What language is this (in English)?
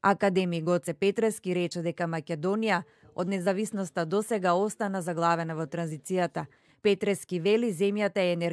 Macedonian